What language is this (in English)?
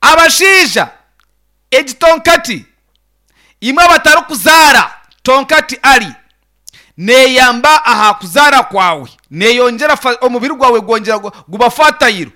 Nyankole